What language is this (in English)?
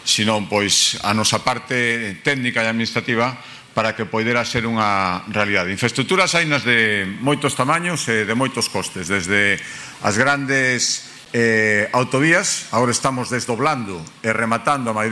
Galician